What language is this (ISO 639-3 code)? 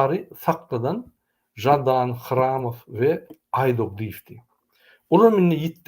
tuk